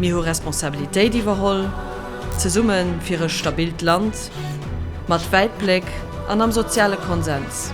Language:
Luxembourgish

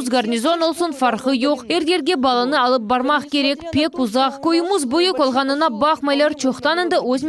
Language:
Crimean Tatar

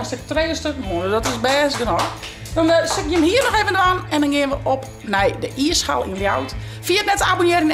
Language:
Western Frisian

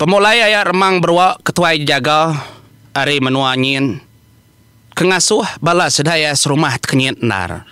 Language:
Iban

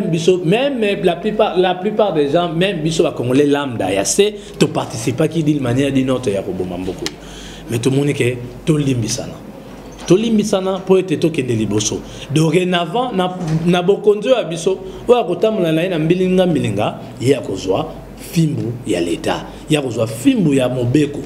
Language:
Lingala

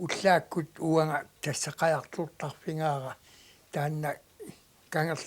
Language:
Kalaallisut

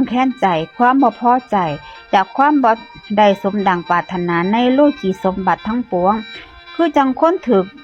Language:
Northeastern Thai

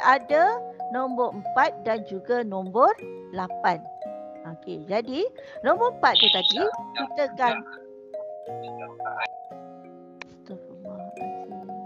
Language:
Malay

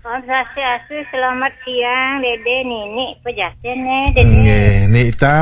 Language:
Balinese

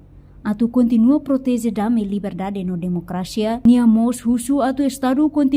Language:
Tetum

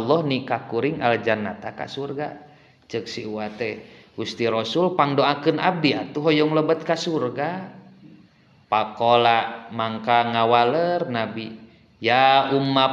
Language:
Sundanese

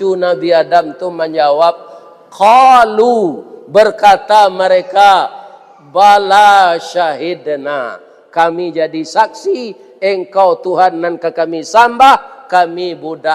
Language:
Minangkabau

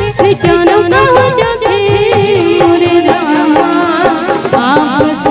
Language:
Chhattisgarhi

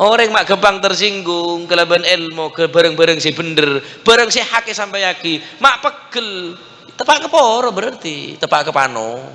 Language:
Madurese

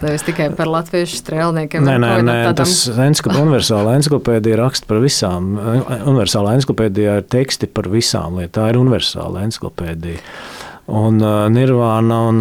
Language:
Latvian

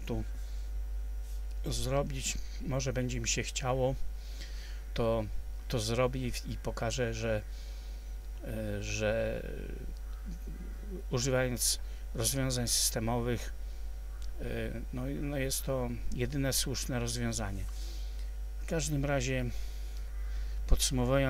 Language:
Polish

